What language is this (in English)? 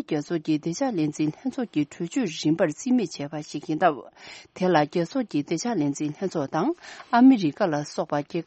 Tibetan